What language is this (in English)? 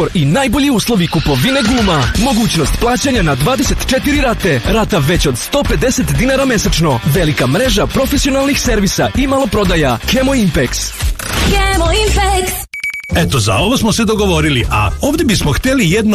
Serbian